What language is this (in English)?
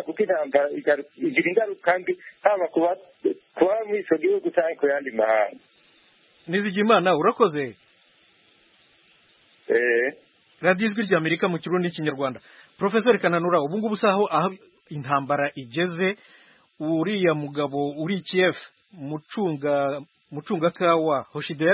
Kinyarwanda